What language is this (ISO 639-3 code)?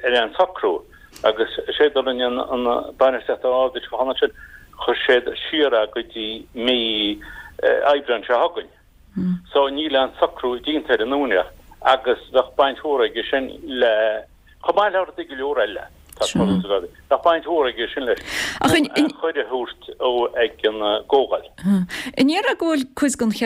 gle